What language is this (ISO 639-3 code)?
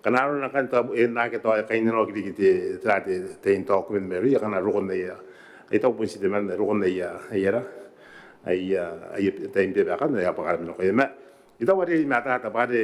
gil